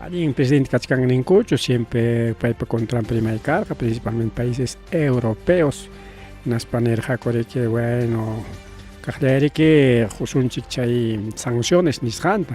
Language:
Ayacucho Quechua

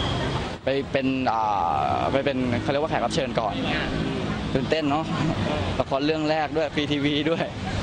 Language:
Thai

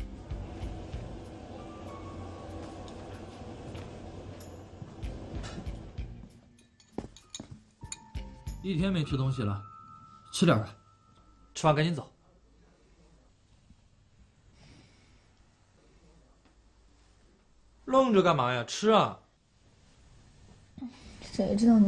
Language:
Chinese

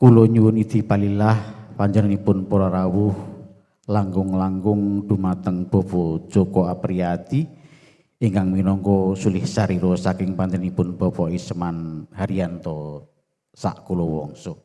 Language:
Javanese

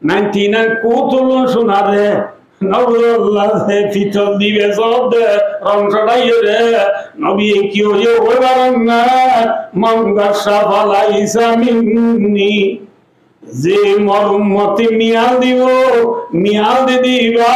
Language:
Rohingya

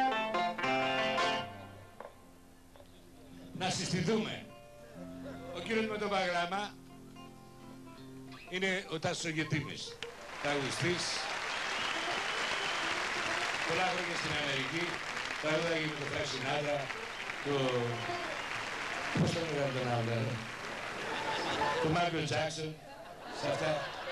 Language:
Greek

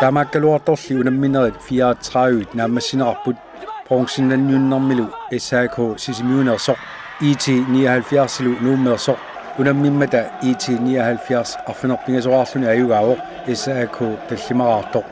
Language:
Kalaallisut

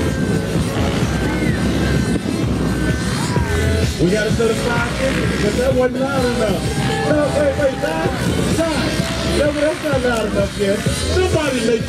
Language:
English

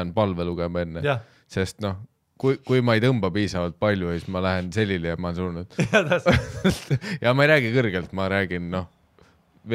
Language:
Estonian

